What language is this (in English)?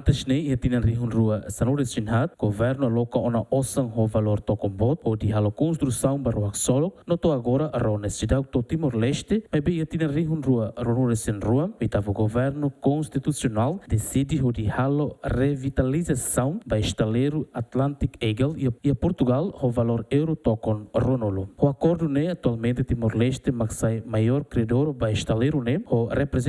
Tetum